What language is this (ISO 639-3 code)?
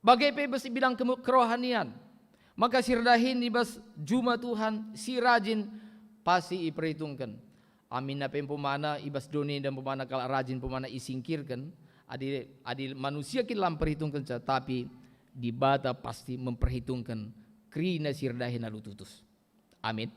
btx